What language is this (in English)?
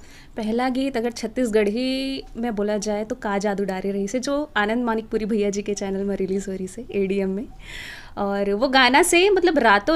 Chhattisgarhi